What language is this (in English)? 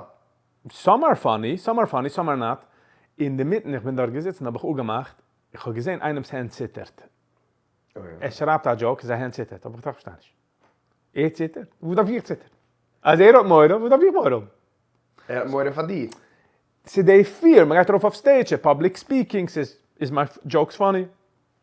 Yiddish